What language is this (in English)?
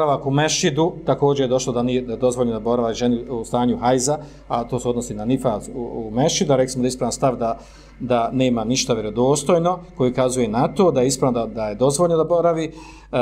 Bosnian